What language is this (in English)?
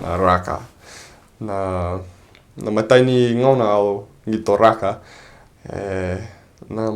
Fijian